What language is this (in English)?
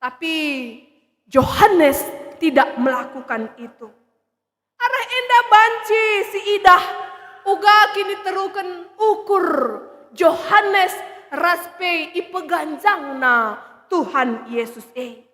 Batak Karo